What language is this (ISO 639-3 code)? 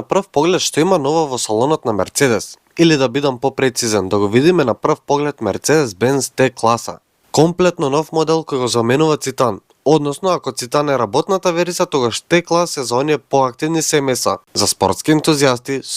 mkd